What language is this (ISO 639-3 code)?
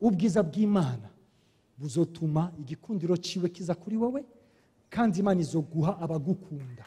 run